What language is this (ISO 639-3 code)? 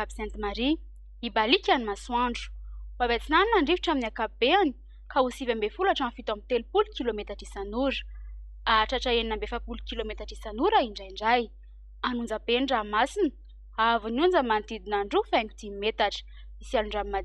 mlg